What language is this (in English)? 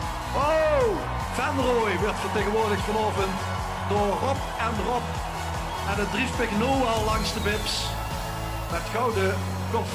Limburgish